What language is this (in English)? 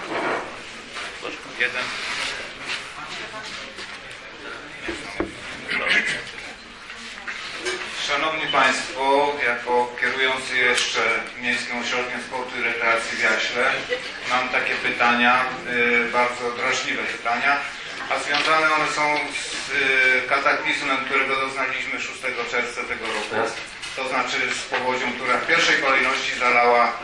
Polish